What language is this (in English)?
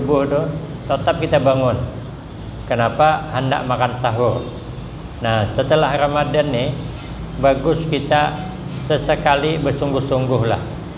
Banjar